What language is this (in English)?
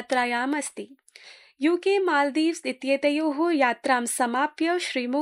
Sanskrit